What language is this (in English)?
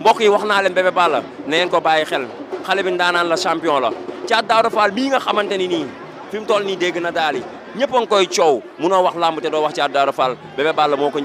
Wolof